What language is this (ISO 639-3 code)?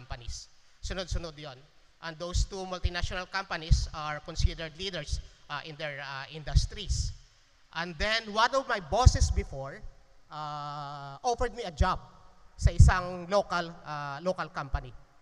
fil